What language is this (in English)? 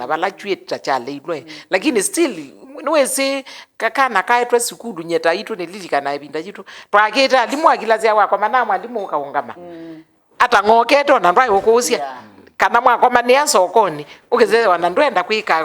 Kamba